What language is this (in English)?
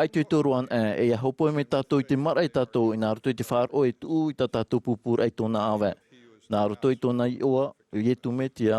Tahitian